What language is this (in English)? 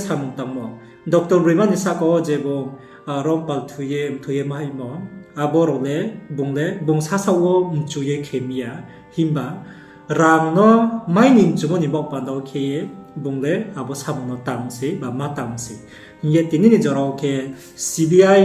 Riang (India)